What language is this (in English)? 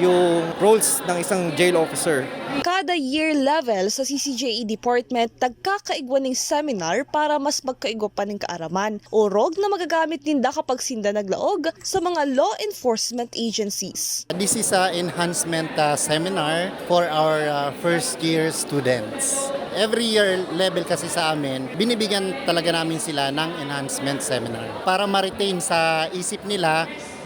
Bikol